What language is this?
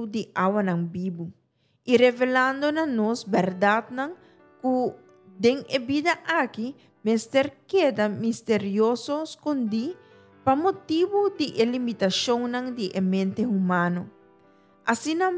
Papiamento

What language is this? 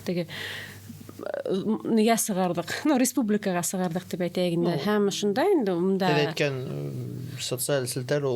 Bashkir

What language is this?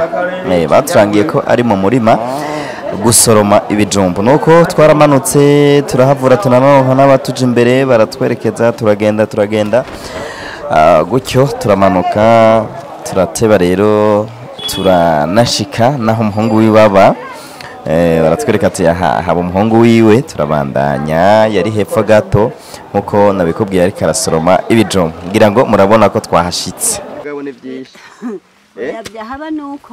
Rundi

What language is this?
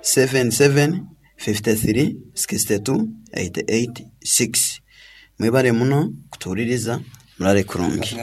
Nyankole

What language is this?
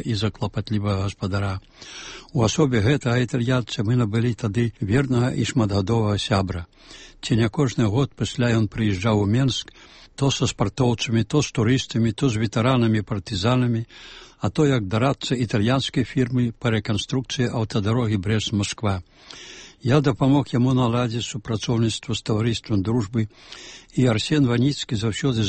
Belarusian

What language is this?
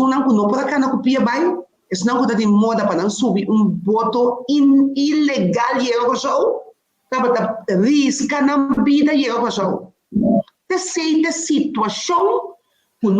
Papiamento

